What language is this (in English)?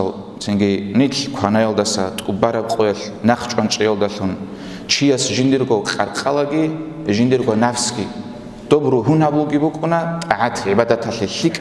Avaric